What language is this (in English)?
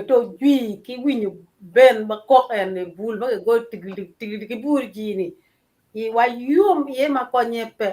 Acoli